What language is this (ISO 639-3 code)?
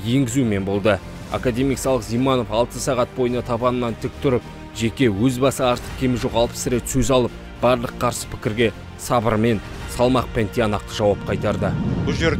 kaz